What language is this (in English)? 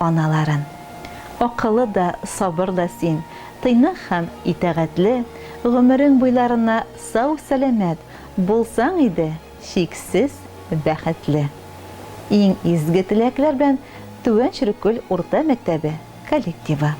Tatar